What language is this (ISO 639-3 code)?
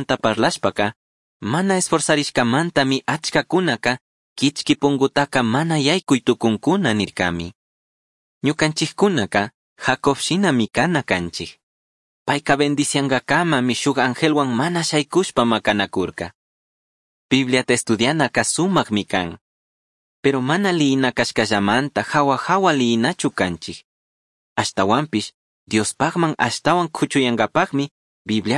qug